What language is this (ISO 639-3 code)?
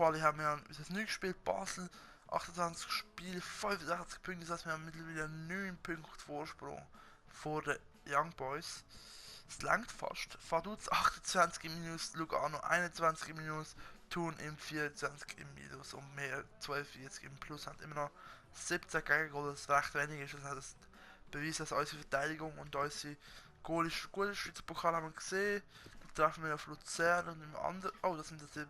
gsw